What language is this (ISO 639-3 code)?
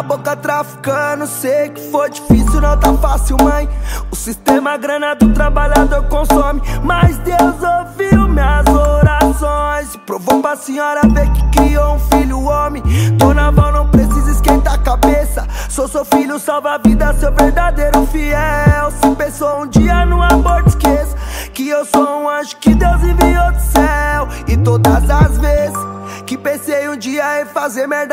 por